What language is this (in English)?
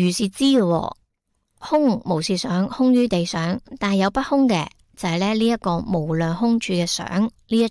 Cantonese